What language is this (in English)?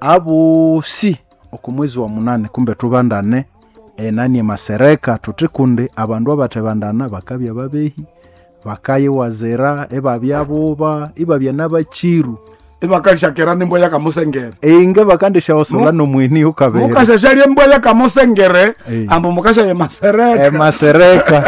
Nande